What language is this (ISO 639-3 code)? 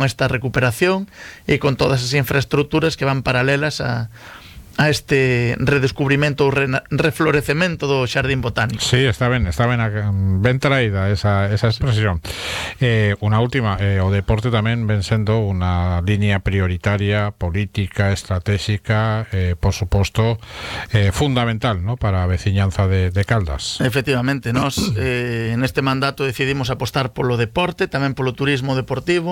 glg